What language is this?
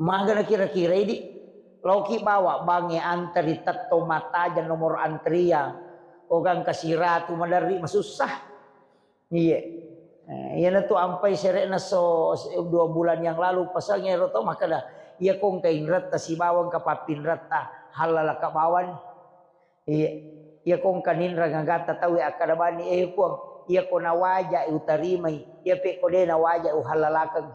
Buginese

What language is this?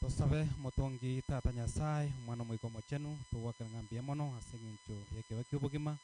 Gusii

